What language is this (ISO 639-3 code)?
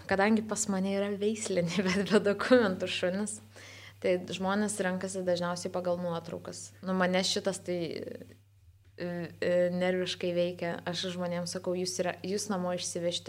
lit